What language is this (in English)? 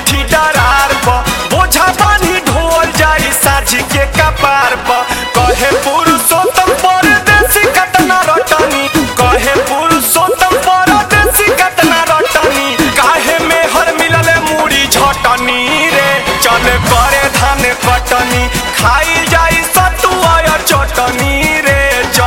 Bhojpuri